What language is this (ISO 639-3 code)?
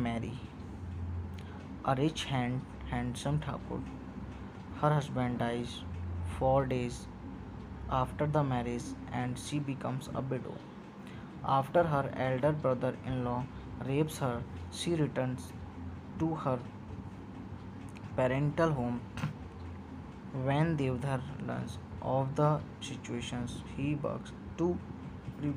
eng